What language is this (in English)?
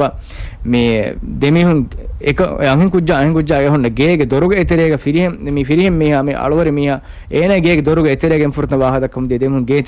Divehi